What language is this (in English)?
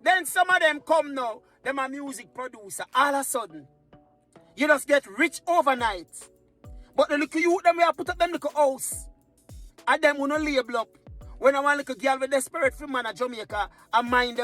Jamaican Creole English